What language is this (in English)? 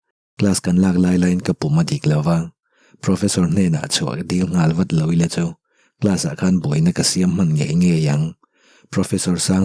Mizo